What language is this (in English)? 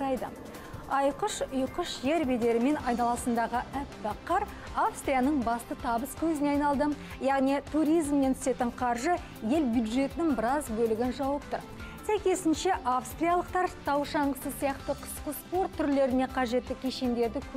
Kazakh